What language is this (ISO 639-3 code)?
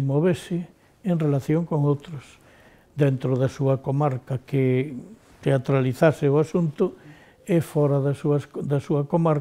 glg